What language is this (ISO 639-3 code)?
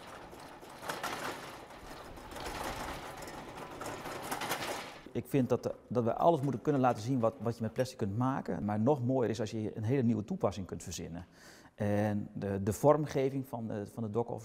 nld